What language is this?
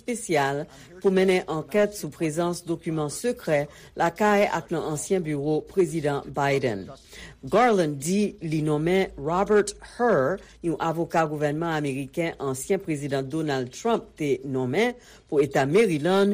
Haitian Creole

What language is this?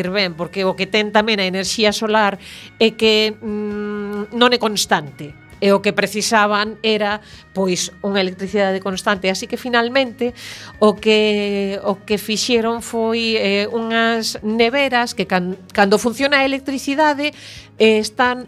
Galician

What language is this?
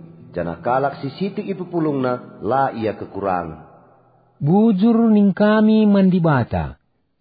Batak Karo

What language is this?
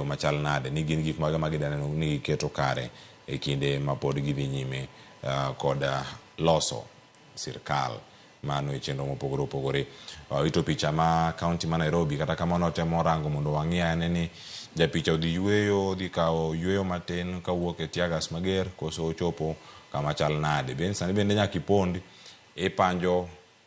Luo (Kenya and Tanzania)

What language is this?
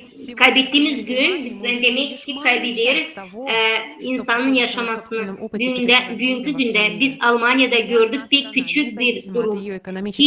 Gagauz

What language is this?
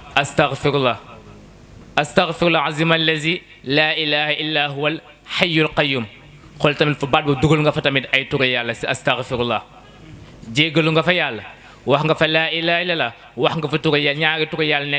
Wolof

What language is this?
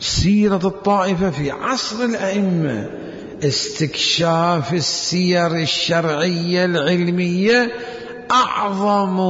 Mesopotamian Arabic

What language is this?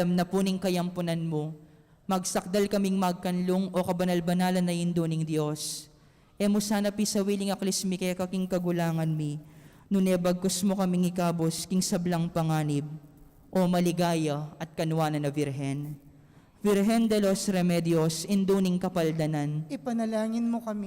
Pampanga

